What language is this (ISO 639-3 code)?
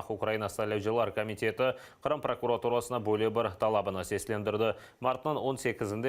crh